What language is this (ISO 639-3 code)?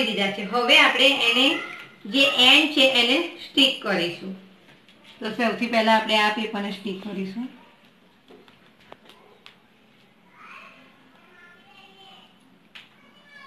guj